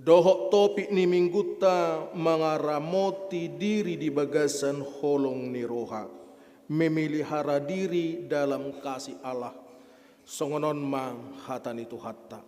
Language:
Batak Toba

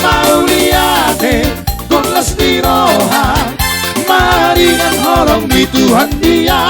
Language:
Batak Toba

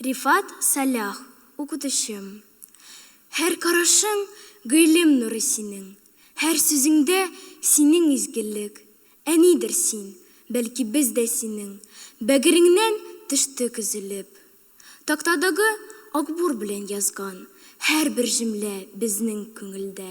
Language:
Tatar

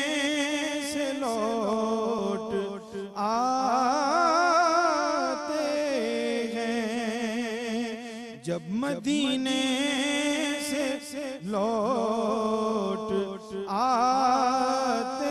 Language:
Urdu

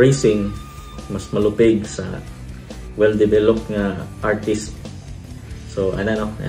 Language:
Cebuano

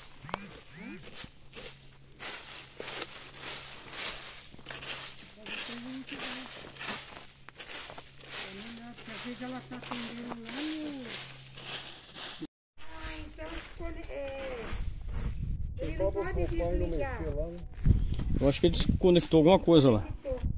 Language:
Portuguese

